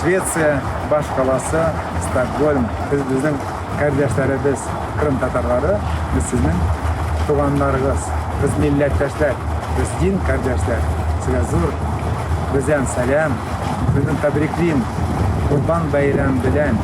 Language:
Crimean Tatar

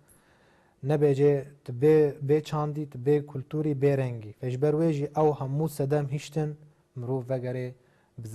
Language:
Kurdish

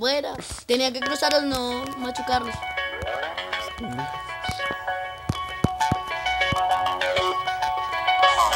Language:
Spanish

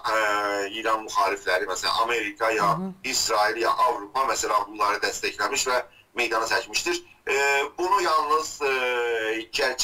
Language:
South Azerbaijani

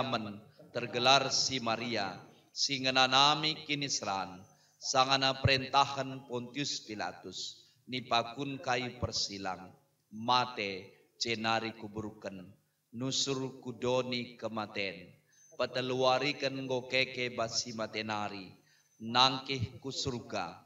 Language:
Batak Karo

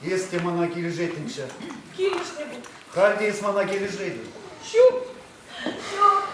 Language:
Chuvash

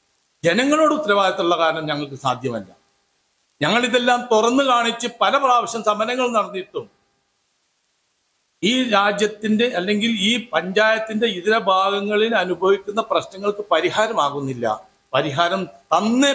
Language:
Malayalam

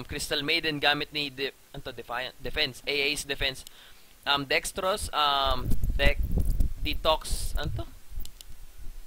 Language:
Filipino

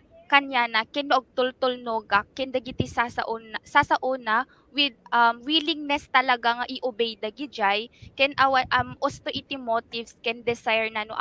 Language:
Iloko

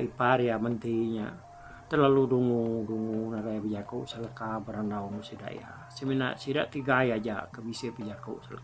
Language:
Iban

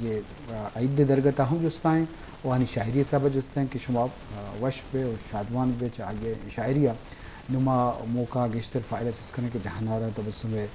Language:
Eastern Balochi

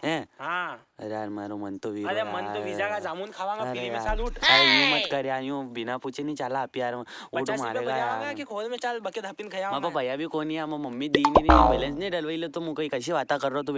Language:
Rajasthani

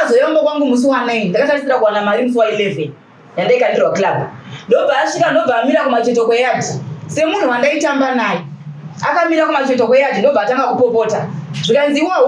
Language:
Shona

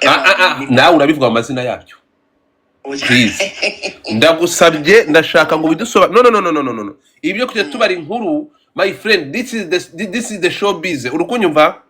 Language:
Kinyarwanda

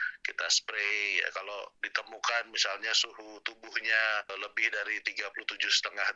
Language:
Indonesian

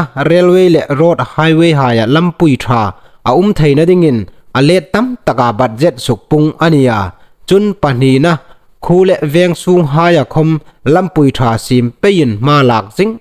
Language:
Hmar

